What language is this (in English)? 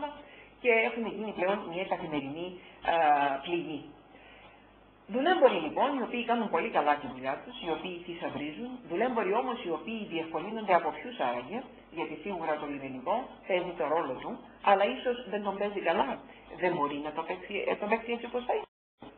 Greek